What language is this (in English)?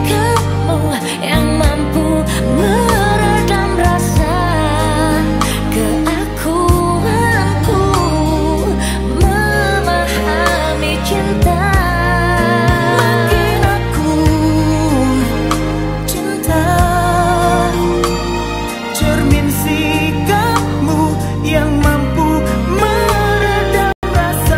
Indonesian